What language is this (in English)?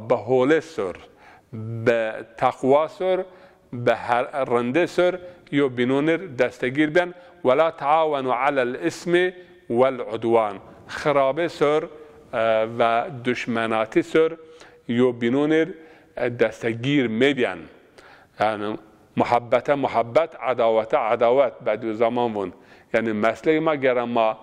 Zaza